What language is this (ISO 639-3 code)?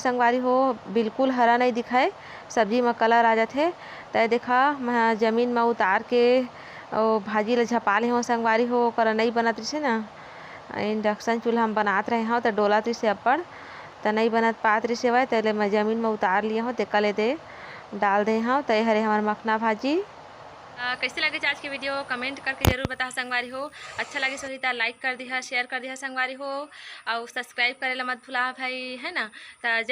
hne